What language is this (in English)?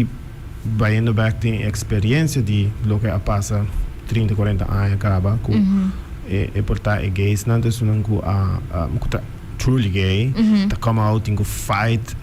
Papiamento